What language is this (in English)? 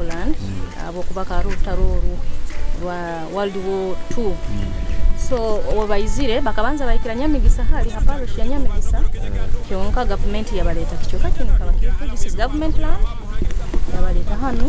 Nyoro